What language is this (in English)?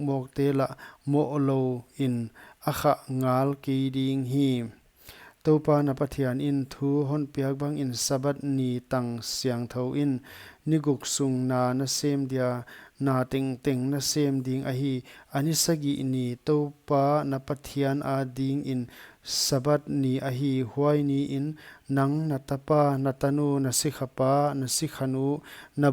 Paite Chin